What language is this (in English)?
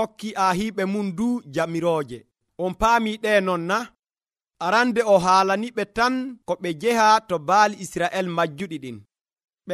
Nigerian Fulfulde